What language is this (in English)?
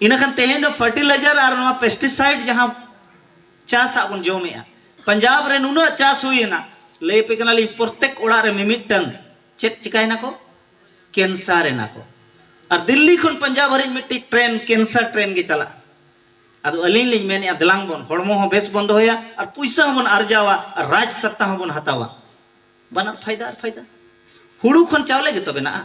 Santali